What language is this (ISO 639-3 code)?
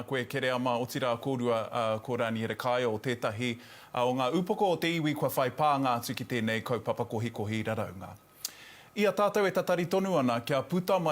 mri